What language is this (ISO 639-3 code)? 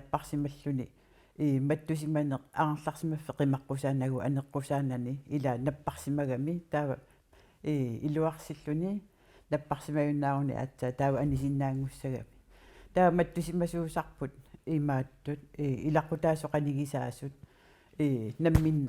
kal